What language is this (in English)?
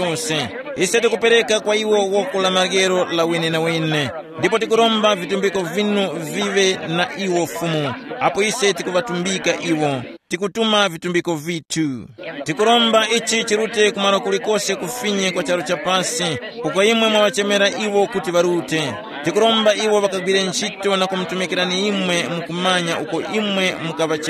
Tumbuka